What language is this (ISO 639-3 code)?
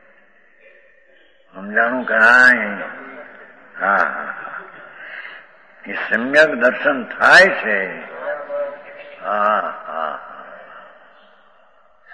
guj